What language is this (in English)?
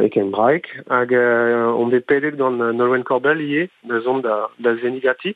Breton